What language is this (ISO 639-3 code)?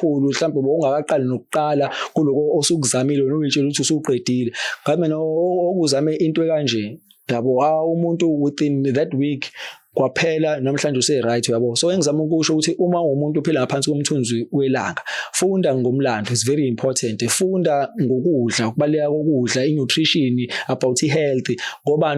zul